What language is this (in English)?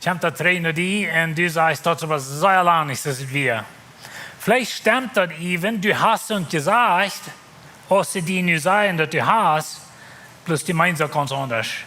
Plautdietsch